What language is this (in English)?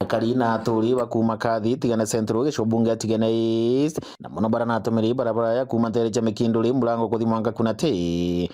Meru